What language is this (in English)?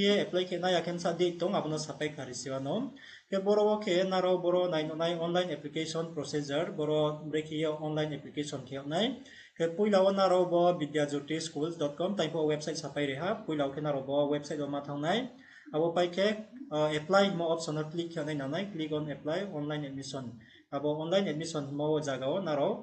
Riang (India)